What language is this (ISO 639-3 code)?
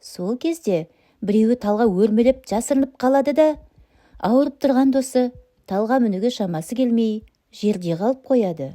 kaz